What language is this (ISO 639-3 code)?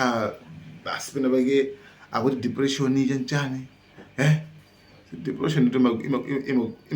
nya